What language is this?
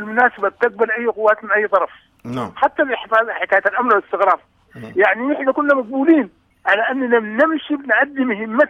Sudanese Arabic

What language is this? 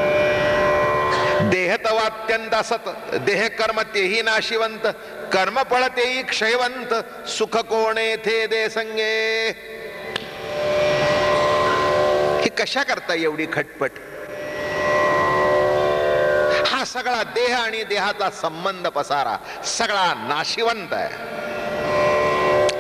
Marathi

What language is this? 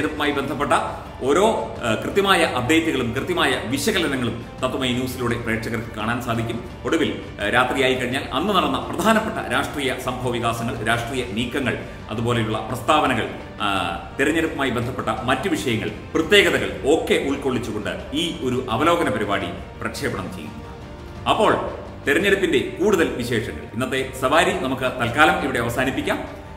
Malayalam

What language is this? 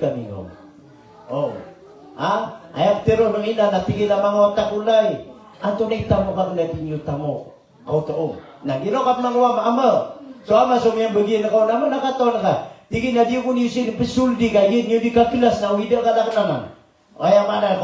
Maranao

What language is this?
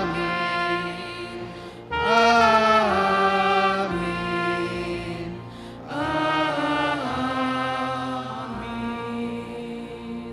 Batak Karo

